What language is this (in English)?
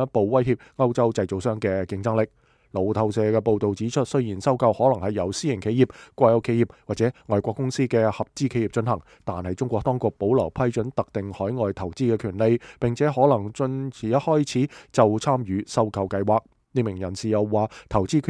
Cantonese